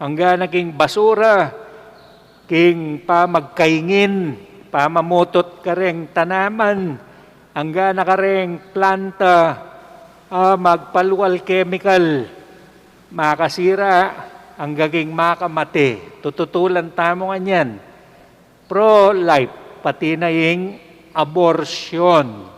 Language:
Pampanga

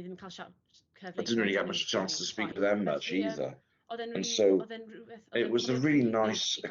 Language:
Welsh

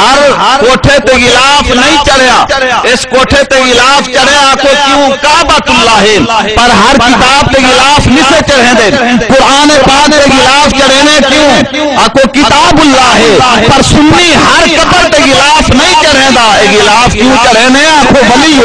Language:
Saraiki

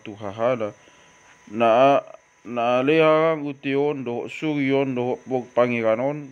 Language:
Batak Toba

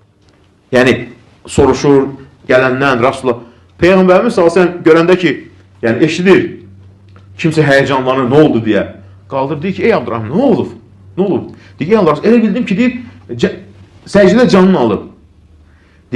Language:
Azerbaijani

